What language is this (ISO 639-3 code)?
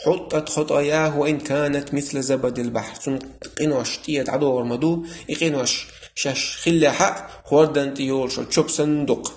che